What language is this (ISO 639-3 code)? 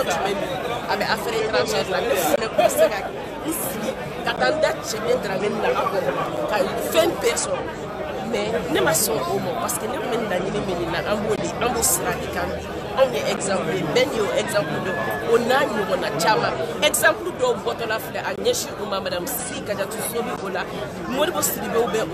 bam